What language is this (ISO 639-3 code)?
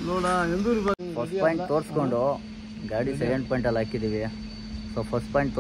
kan